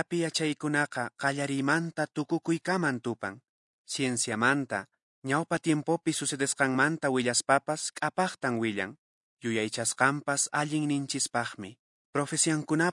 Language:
Quechua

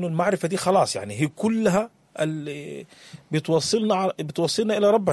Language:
Sudanese Arabic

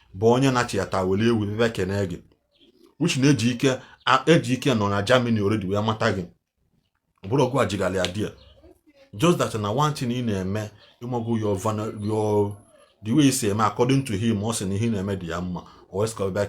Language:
Igbo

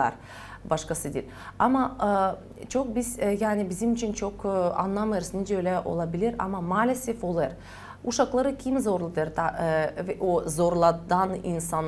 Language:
Gagauz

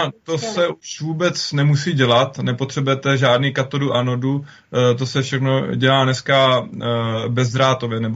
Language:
Czech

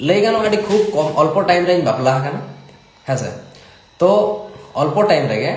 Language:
Santali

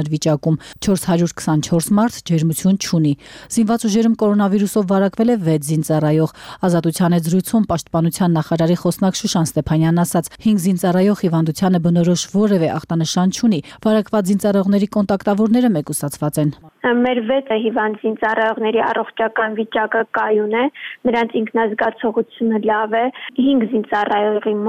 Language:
Armenian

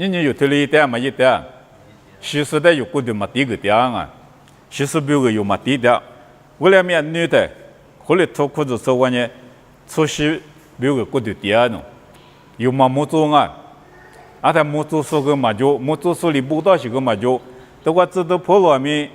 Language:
Lisu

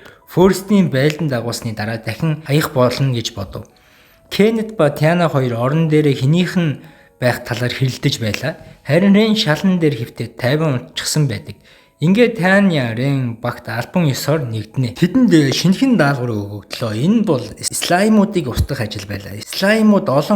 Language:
Mongolian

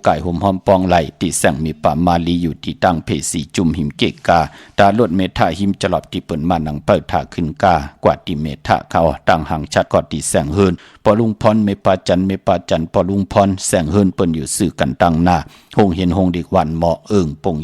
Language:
Shan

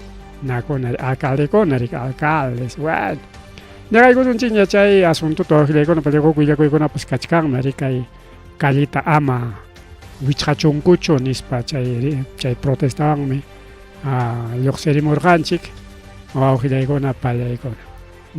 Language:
Ayacucho Quechua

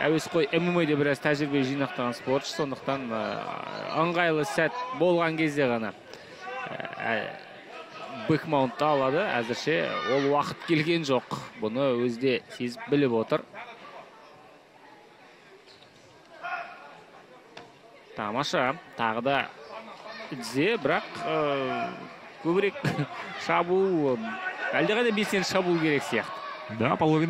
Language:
Kazakh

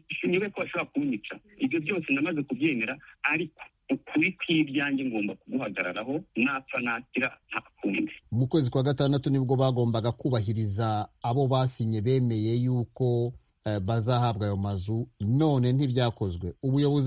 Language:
Kinyarwanda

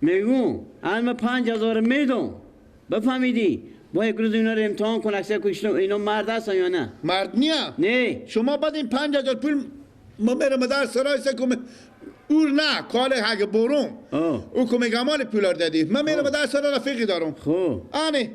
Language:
Persian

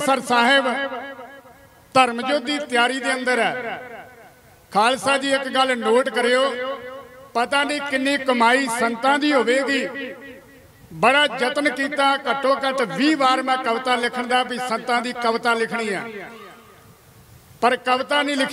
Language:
Punjabi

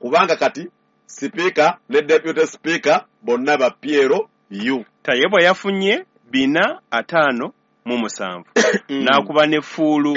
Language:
Ganda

